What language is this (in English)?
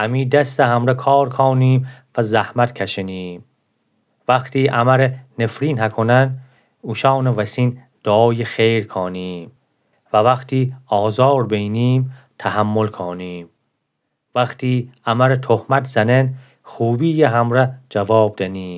Gilaki